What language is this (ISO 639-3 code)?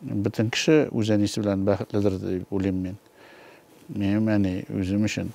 tat